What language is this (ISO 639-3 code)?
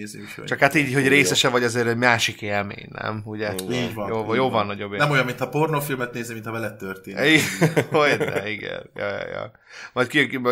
hun